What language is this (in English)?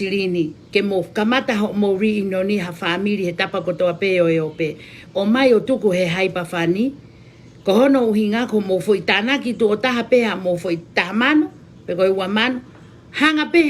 Tongan